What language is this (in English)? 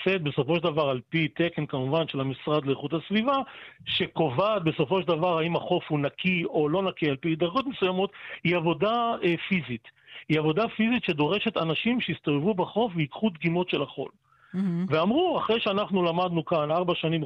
Hebrew